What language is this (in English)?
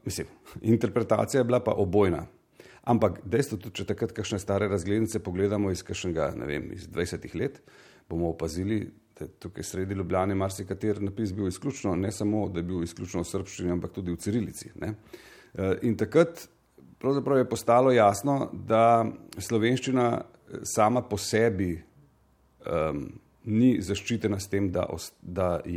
Slovenian